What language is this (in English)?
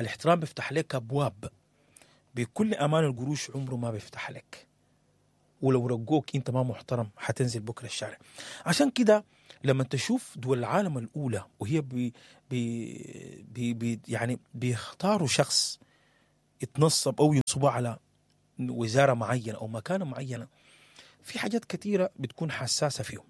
Sudanese Arabic